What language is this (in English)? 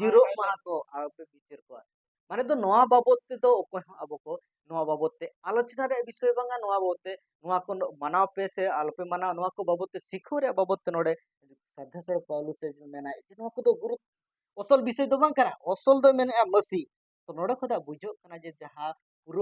Santali